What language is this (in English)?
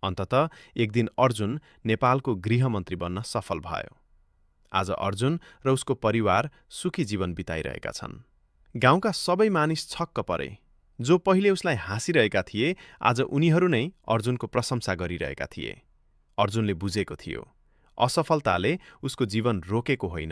Nepali